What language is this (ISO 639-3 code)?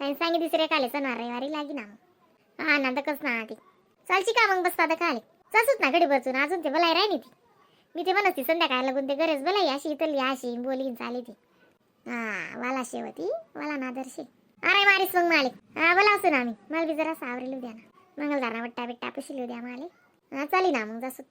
khn